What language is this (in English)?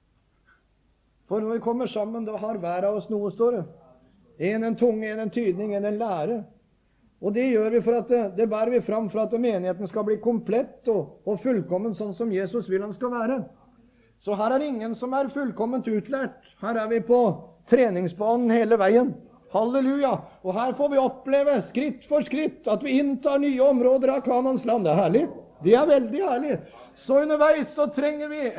Norwegian